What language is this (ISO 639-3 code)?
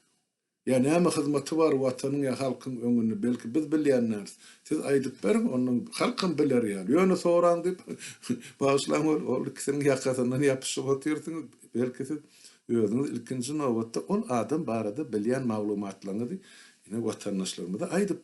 tuk